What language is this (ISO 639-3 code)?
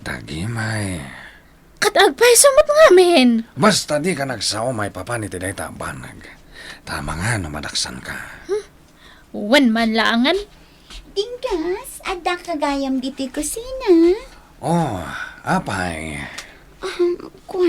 ilo